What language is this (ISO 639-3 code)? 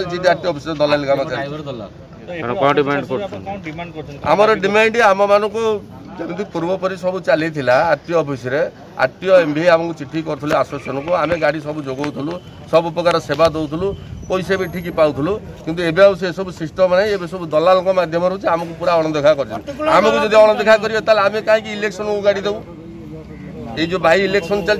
ori